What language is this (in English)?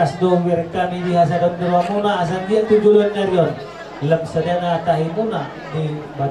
Batak Toba